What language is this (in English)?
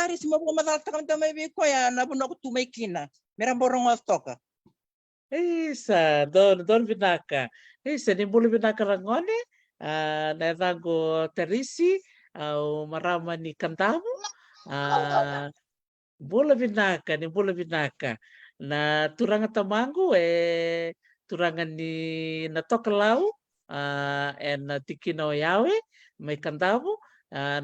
Fijian